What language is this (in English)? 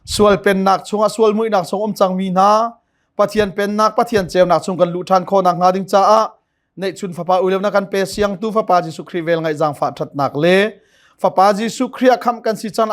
Hakha Chin